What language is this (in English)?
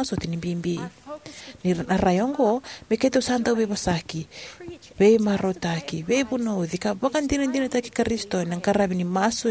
Fijian